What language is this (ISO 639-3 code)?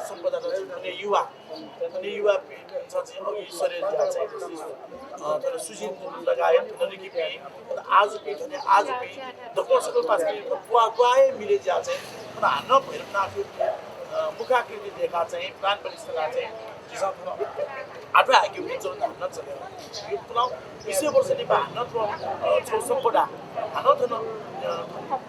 new